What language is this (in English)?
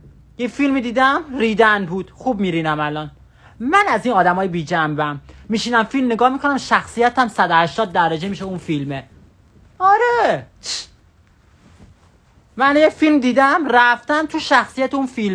Persian